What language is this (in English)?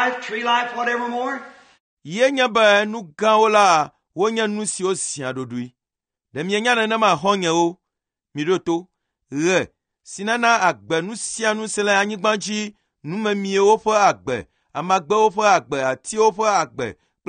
Ewe